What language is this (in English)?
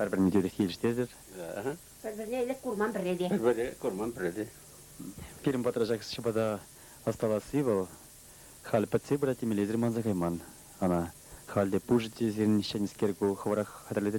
Chuvash